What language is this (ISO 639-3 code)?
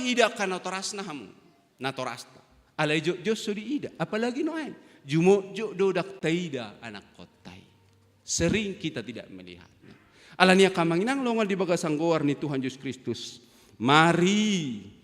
bbc